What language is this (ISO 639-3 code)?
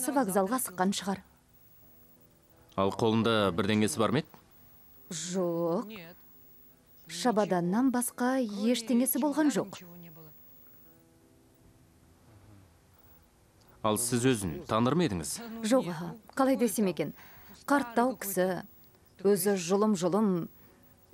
kaz